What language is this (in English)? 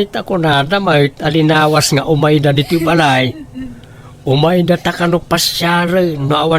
Iloko